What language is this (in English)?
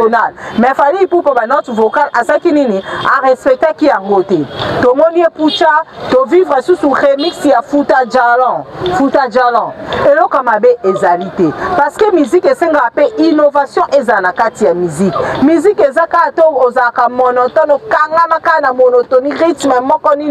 Lingala